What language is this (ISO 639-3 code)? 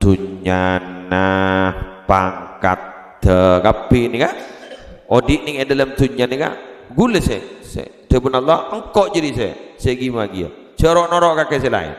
mad